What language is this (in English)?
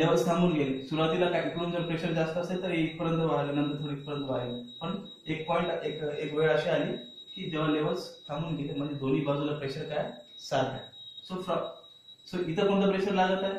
Marathi